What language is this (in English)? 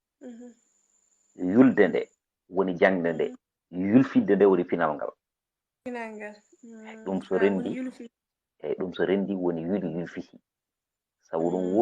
Fula